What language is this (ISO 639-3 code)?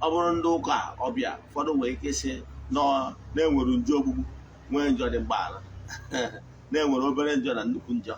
ibo